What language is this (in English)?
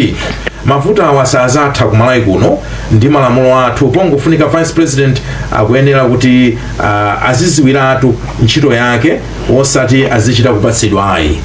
Nyanja